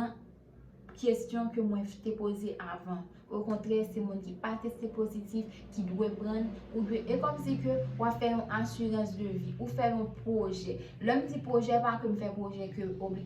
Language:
Haitian Creole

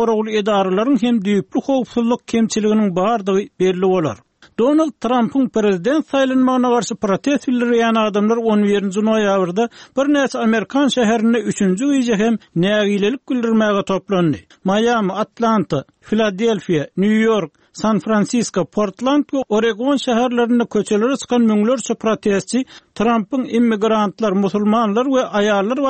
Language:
Turkmen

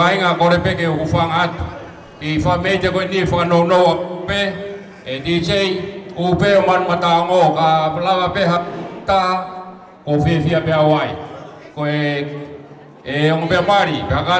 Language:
Tongan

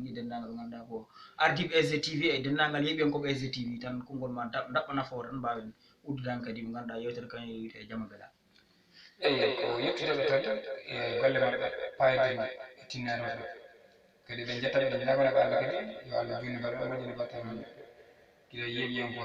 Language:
Fula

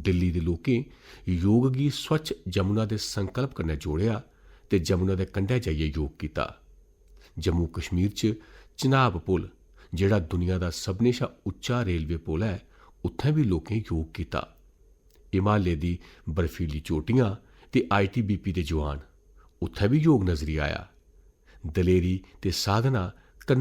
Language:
Dogri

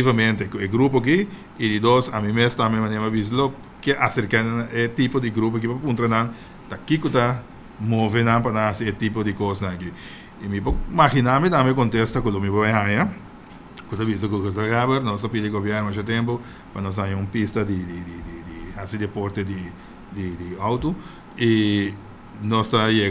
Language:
Papiamento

